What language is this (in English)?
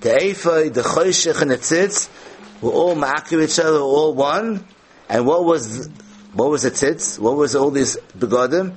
Yiddish